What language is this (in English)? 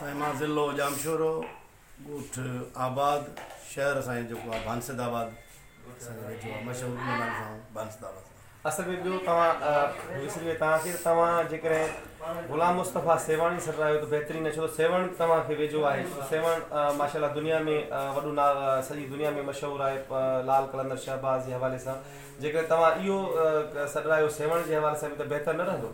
Sindhi